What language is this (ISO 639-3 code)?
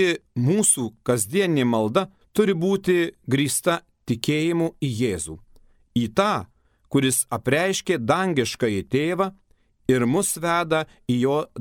lit